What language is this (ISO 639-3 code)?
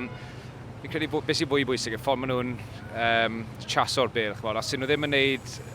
cym